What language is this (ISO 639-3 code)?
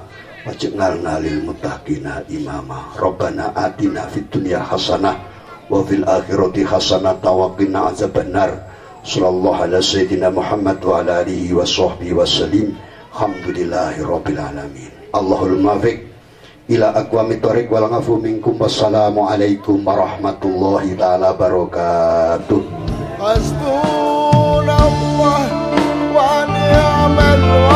jav